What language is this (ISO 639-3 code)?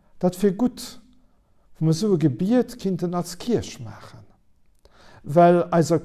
ltz